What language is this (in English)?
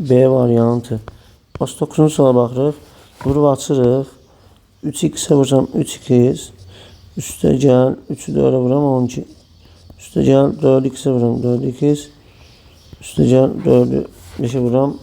Azerbaijani